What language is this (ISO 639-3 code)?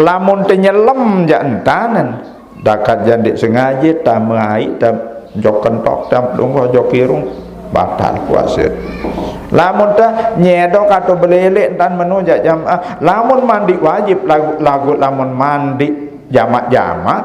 sas